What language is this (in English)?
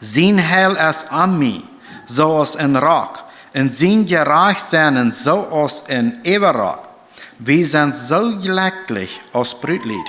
Plautdietsch